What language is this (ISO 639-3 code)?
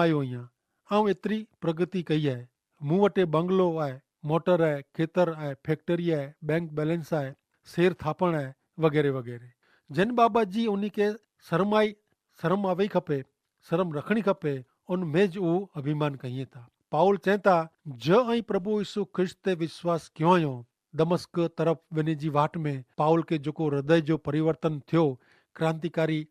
kfr